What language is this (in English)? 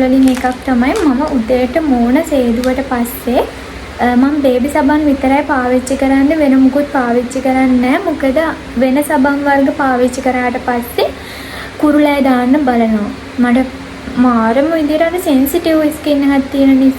Sinhala